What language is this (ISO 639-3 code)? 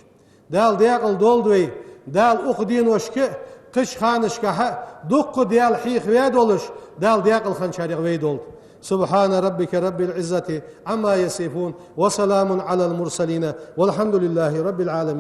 inh